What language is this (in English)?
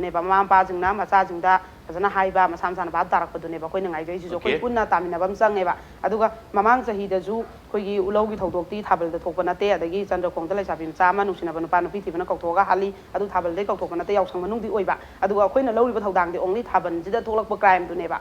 Manipuri